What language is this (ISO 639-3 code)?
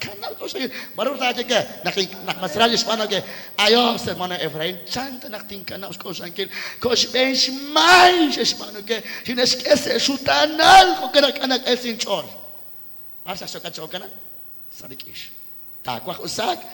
kek